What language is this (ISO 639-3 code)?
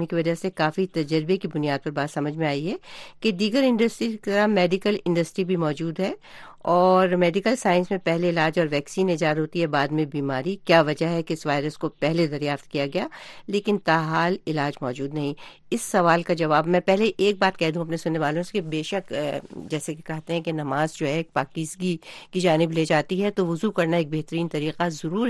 urd